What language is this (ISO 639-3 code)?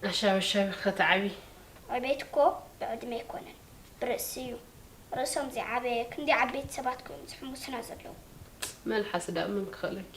tir